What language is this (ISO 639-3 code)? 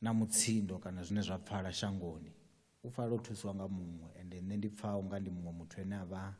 ven